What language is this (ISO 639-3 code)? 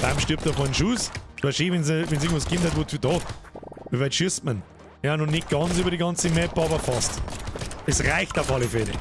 bar